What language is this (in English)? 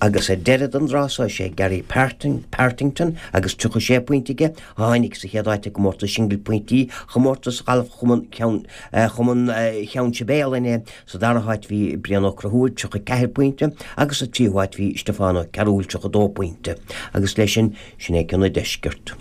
Irish